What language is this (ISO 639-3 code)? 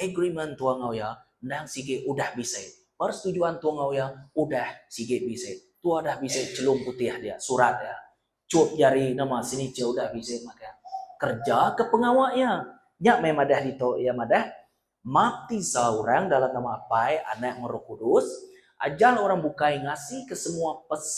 iba